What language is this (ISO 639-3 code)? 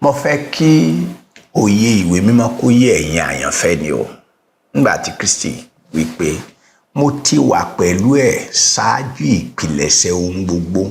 yor